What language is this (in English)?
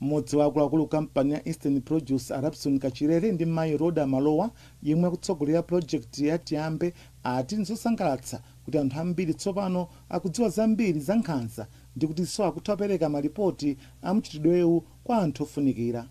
Nyanja